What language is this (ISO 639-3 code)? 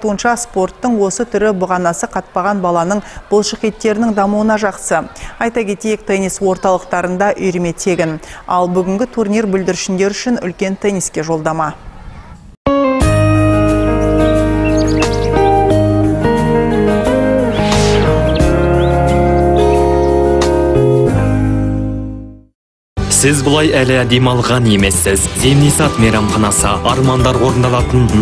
kaz